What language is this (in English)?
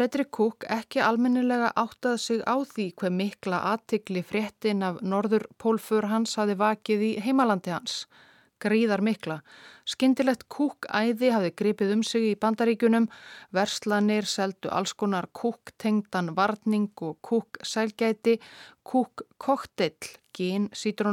Icelandic